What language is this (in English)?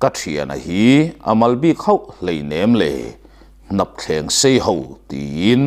Mizo